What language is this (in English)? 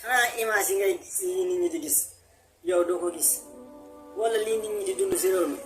Wolof